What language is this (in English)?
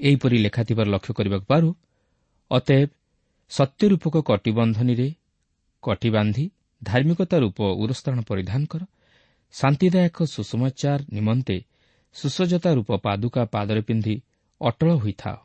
Odia